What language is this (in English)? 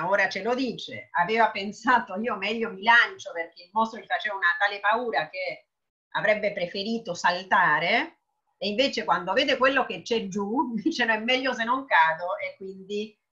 Italian